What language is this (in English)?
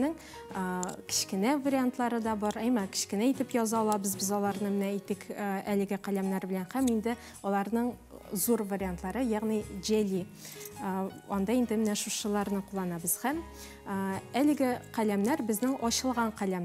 Tatar